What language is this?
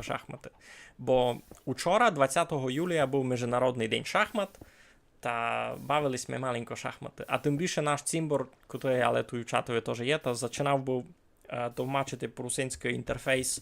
Rusyn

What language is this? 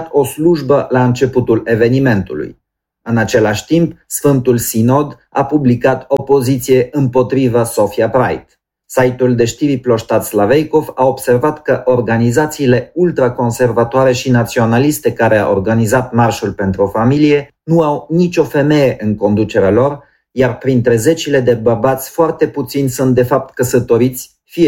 Romanian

